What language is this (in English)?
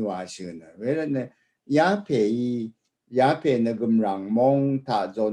Rawang